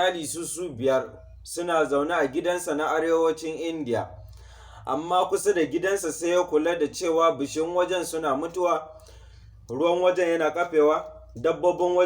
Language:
Hausa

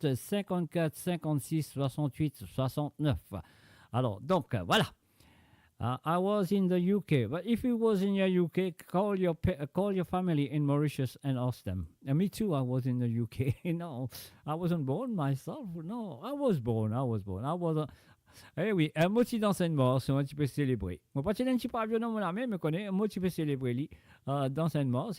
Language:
Morisyen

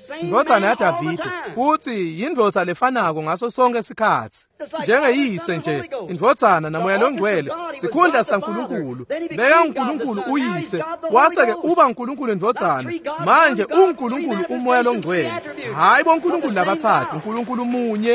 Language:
Swati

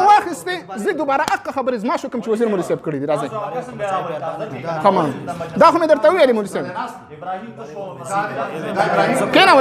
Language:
Pashto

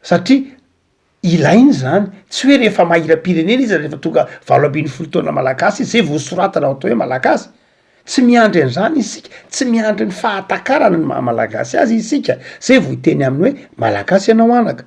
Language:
Malagasy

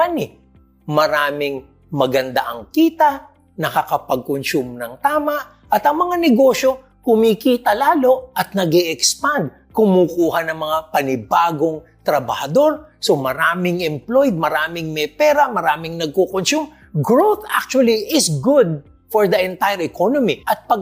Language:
Filipino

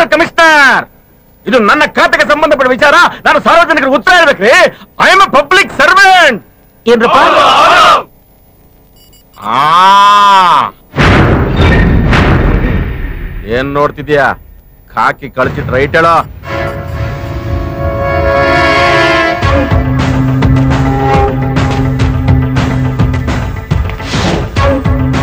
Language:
Kannada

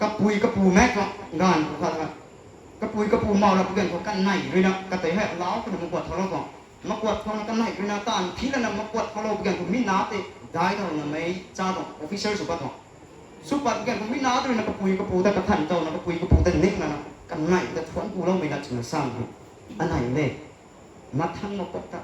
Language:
Rongmei Naga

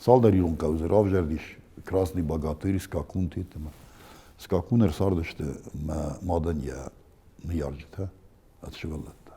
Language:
Ossetic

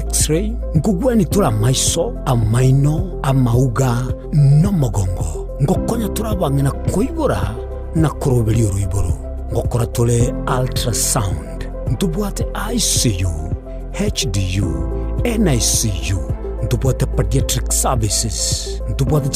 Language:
Gusii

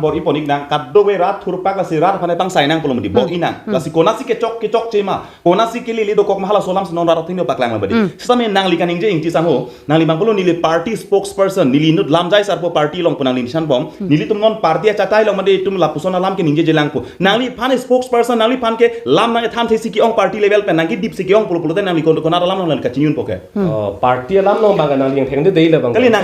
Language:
Karbi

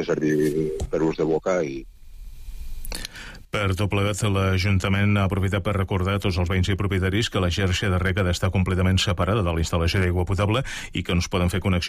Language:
Catalan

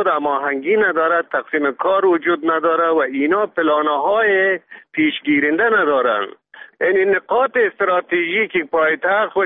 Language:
Persian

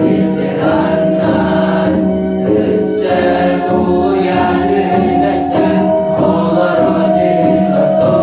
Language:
Yakut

